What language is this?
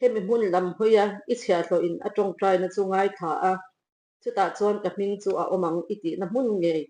Mizo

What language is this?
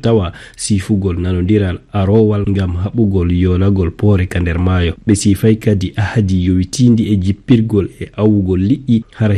Fula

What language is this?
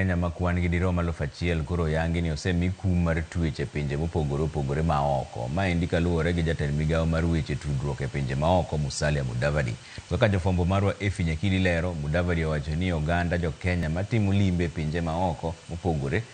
Luo (Kenya and Tanzania)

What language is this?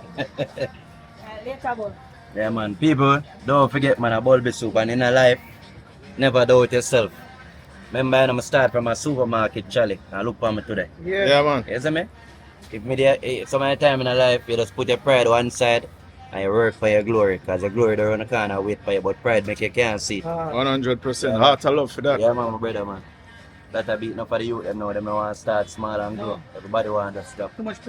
Jamaican Creole English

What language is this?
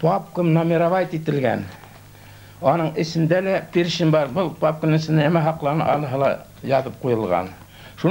Bashkir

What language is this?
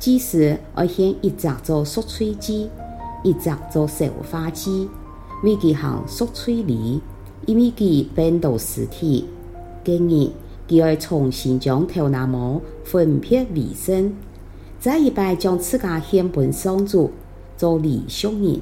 Hakka Chinese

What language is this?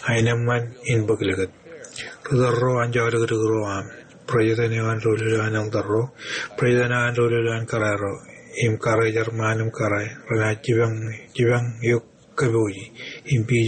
Marshallese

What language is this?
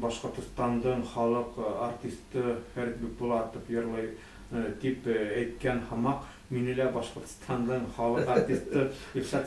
Bashkir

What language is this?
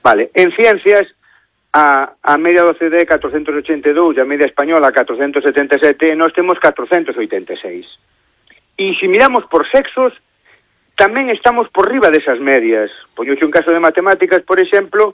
Galician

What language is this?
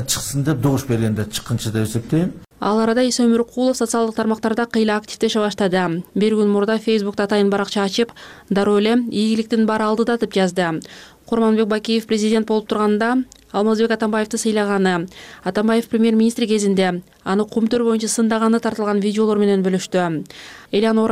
Kyrgyz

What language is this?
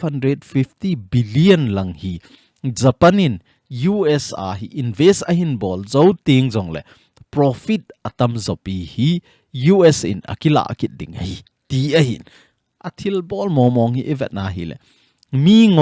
Thado Chin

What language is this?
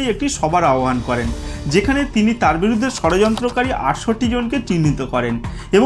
Bangla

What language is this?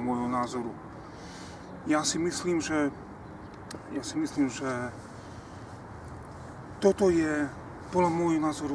Slovak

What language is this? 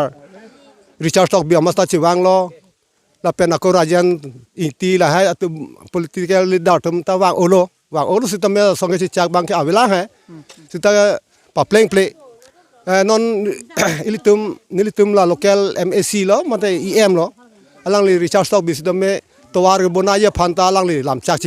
Karbi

